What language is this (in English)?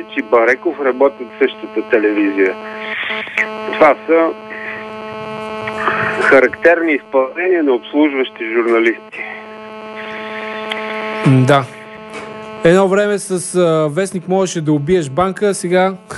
Bulgarian